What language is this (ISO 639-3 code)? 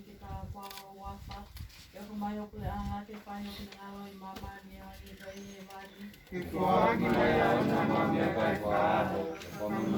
ton